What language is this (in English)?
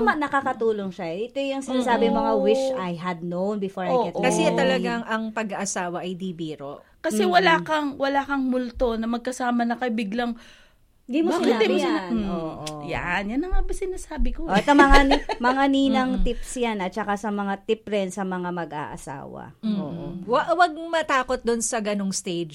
Filipino